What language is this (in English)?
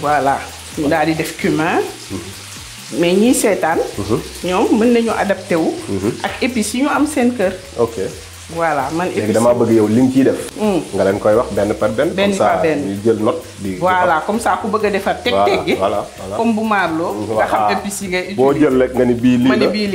Wolof